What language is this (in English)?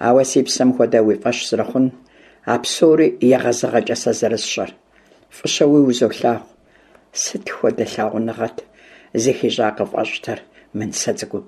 Kabardian